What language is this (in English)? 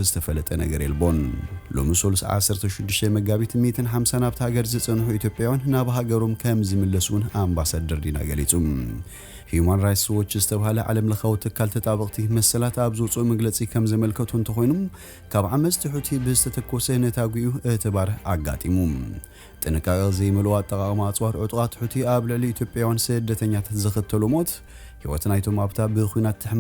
Tigrinya